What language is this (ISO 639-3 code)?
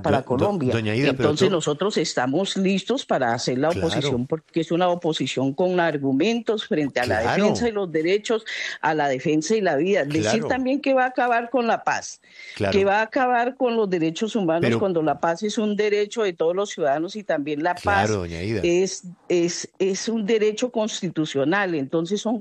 spa